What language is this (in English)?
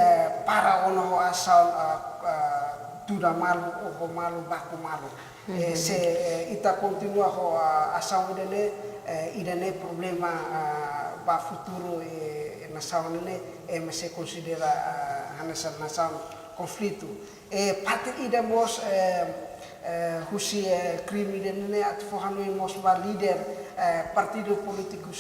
Tetum